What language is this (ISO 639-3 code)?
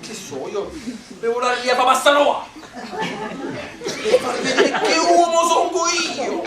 nap